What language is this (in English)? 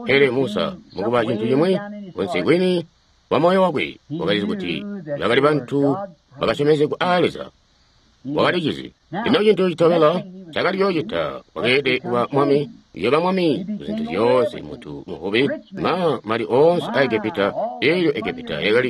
Tonga (Zambia)